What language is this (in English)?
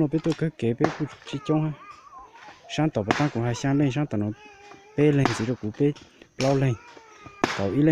Hmong